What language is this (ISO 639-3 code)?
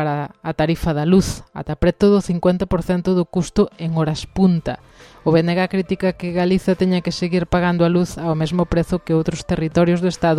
glg